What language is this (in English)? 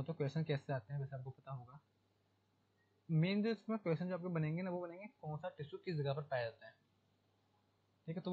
Hindi